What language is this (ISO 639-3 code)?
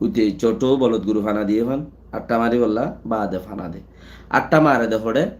rhg